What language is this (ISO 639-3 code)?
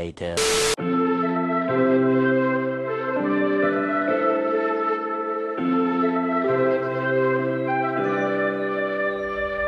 bul